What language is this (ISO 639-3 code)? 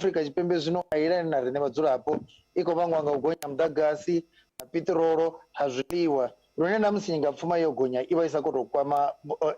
ven